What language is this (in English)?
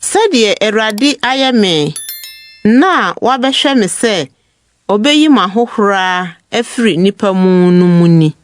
Akan